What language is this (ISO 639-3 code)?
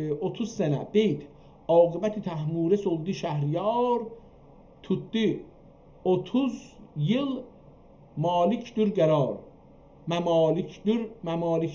azb